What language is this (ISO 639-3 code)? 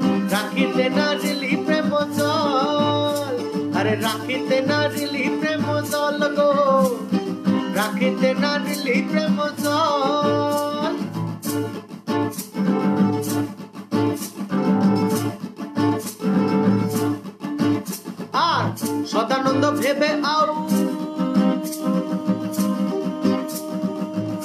ben